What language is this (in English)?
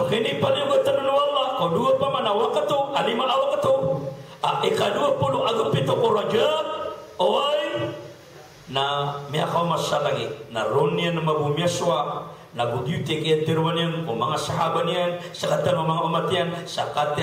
Maranao